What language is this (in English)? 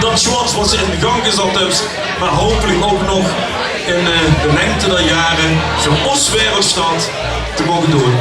Limburgish